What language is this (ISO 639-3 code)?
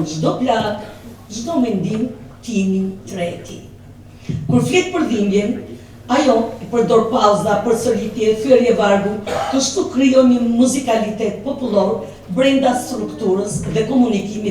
sqi